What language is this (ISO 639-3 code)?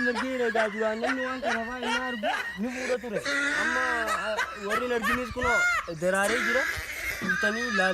orm